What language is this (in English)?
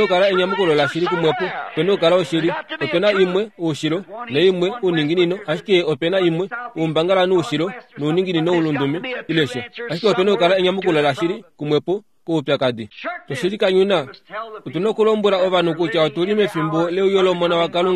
Kuanyama